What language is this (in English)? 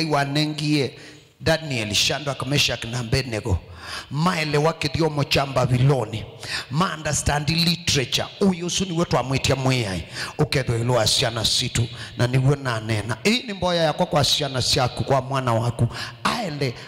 Kamba